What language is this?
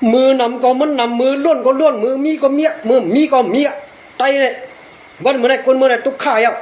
Shan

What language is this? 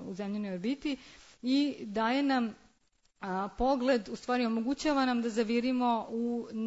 Serbian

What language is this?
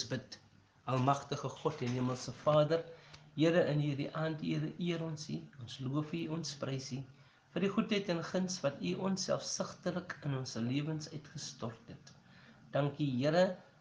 Afrikaans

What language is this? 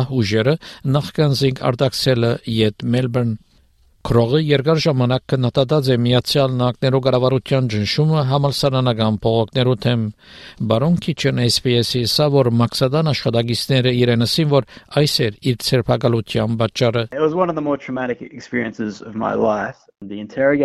Armenian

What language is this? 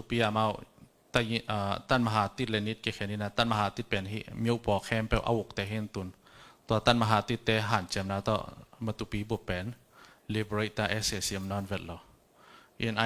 Tedim Chin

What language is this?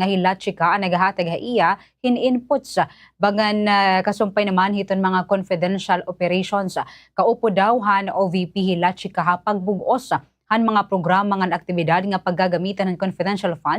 Waray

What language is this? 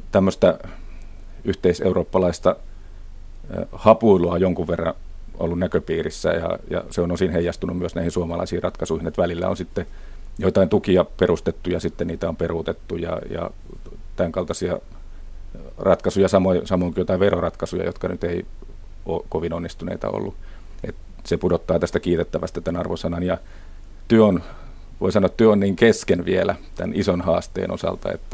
Finnish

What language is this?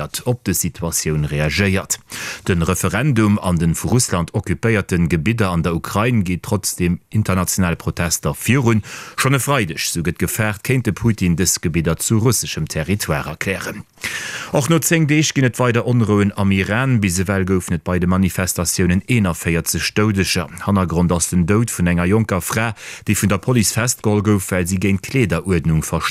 Luxembourgish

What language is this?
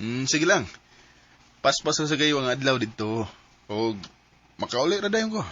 Cebuano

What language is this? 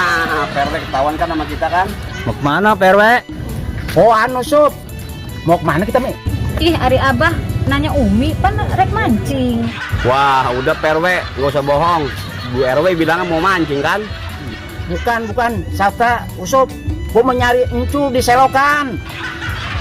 Betawi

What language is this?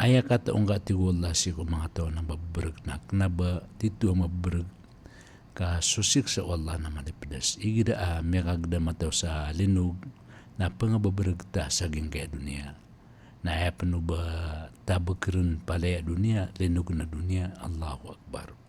Maranao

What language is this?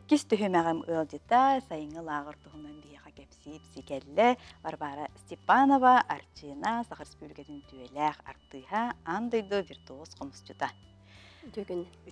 Yakut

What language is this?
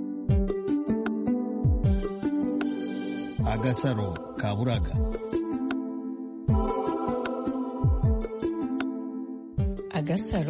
Kinyarwanda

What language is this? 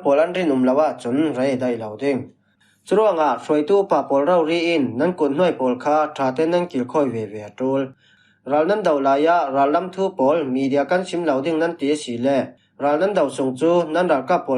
Falam Chin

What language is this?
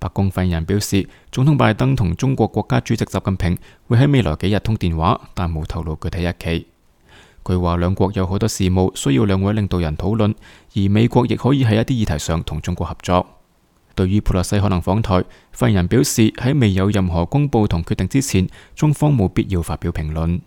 Cantonese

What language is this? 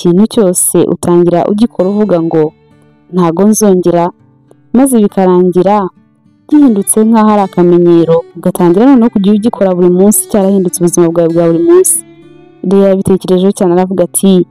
Kinyarwanda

